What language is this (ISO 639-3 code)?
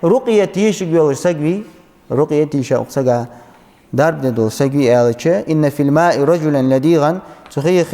inh